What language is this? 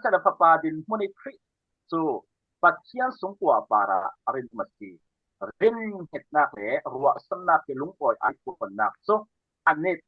Falam Chin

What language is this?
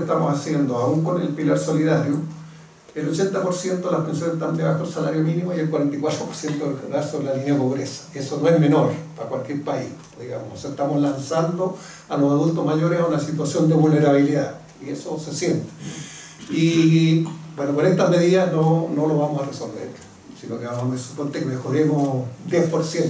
Spanish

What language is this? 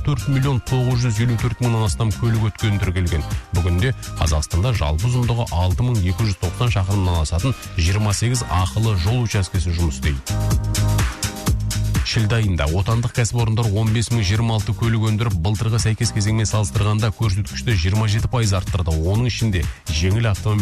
Kazakh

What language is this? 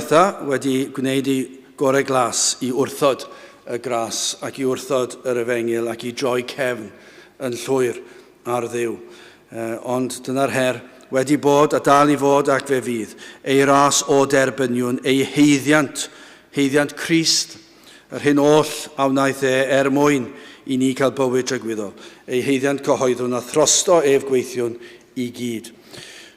Welsh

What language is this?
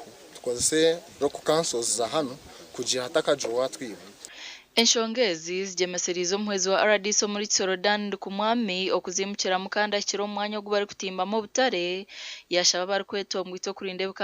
Nyankole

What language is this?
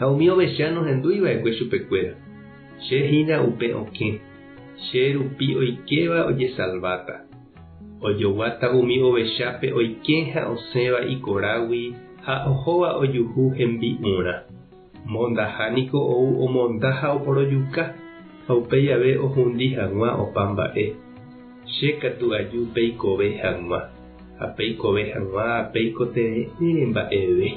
Guarani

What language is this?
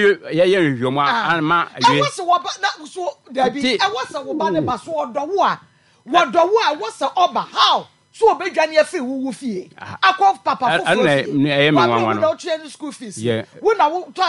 Akan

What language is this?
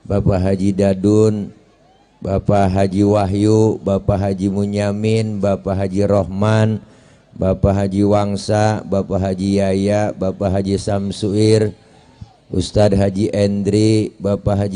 Betawi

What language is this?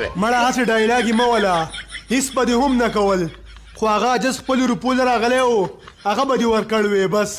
Pashto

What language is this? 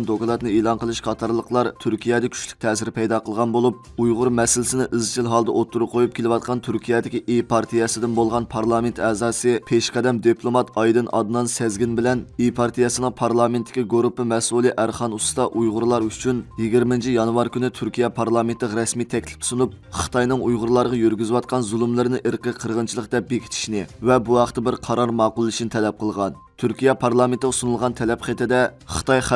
Uyghur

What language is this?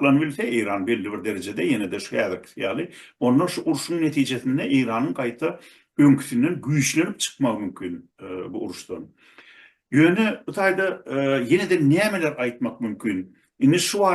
Turkmen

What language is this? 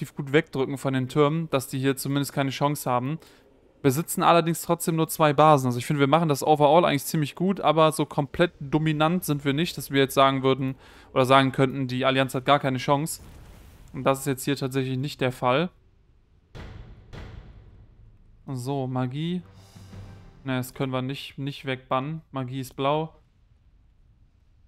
German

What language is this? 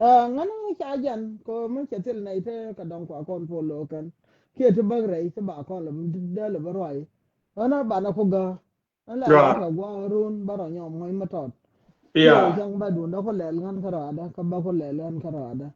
Nuer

